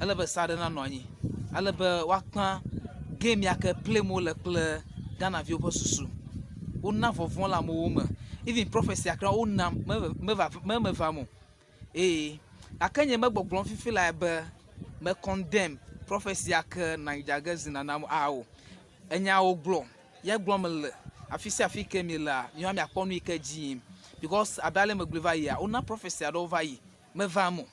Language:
Ewe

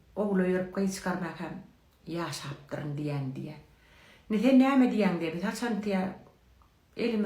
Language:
Turkmen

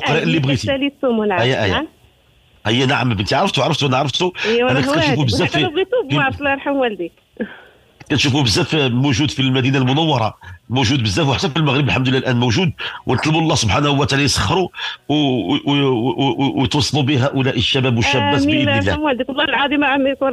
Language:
Moroccan Arabic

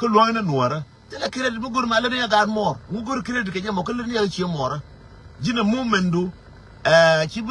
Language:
Nuer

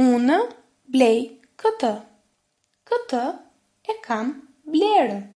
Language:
Albanian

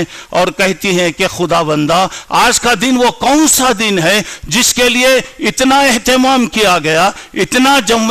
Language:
Urdu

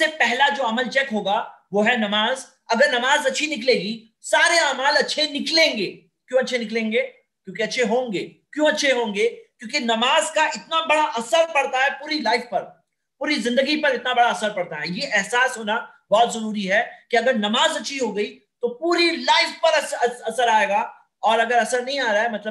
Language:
Urdu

